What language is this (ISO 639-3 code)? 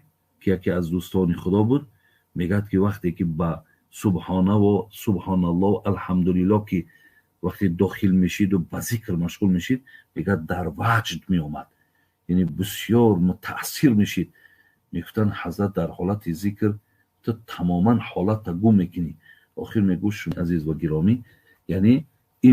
tgk